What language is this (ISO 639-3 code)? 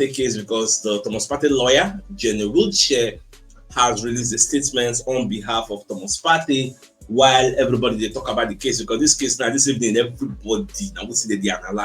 pcm